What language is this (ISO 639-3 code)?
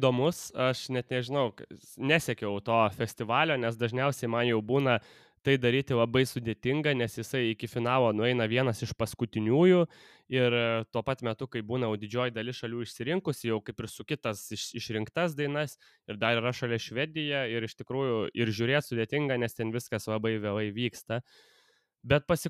lit